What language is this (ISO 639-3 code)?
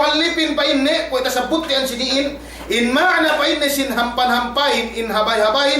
yka